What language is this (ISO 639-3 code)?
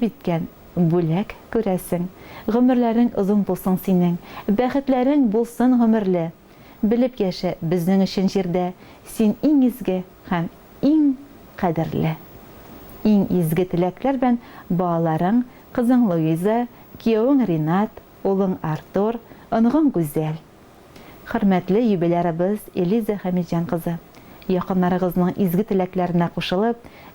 tat